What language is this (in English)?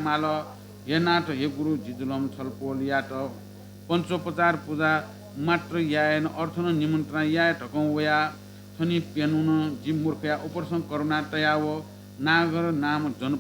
Newari